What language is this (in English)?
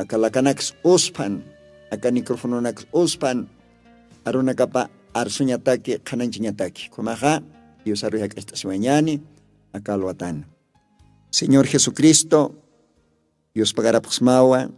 Aymara